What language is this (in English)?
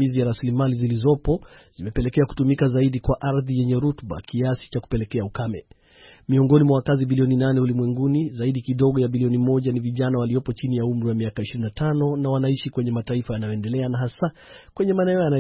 Swahili